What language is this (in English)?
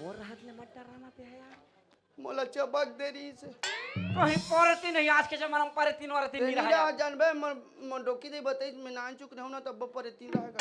Chhattisgarhi